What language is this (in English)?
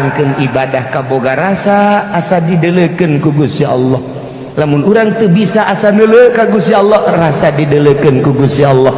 Sundanese